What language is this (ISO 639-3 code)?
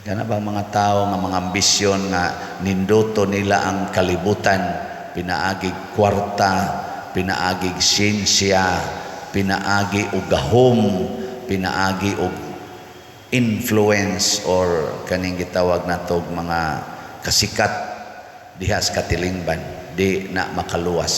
ceb